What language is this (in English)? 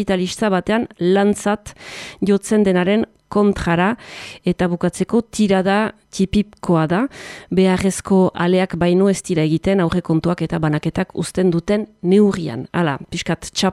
Basque